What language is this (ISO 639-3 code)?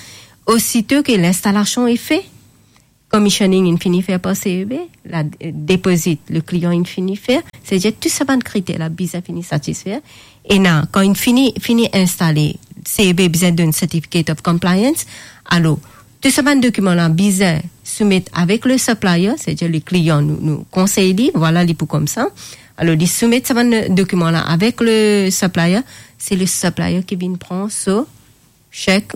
mfe